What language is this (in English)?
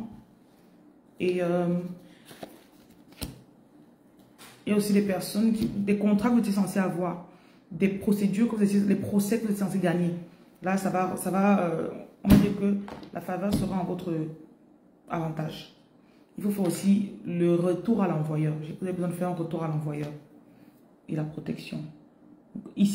French